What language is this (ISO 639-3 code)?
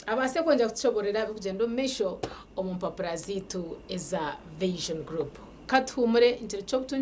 nyn